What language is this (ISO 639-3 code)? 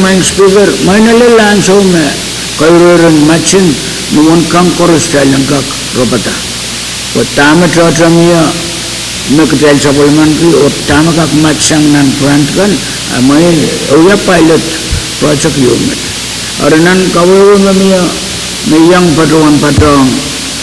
pon